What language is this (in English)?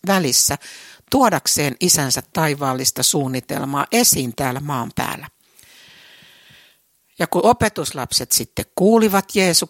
Finnish